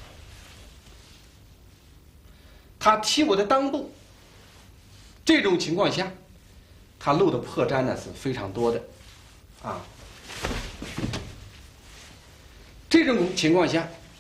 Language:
Chinese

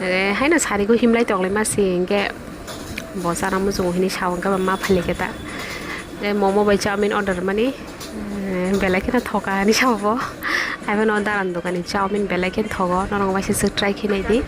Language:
Kok Borok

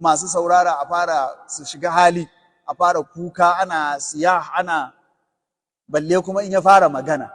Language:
Hausa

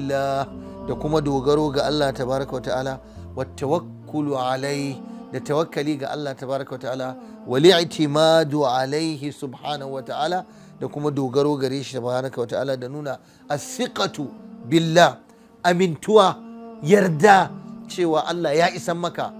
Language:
Hausa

